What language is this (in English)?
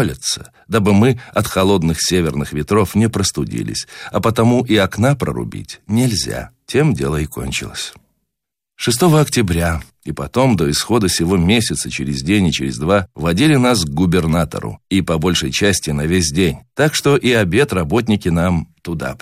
Russian